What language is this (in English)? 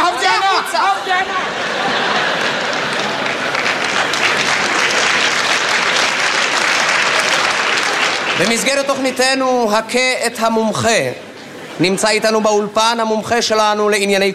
Hebrew